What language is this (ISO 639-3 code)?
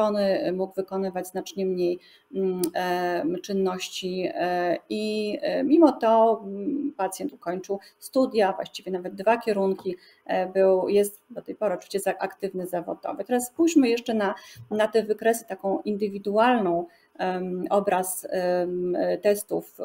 pol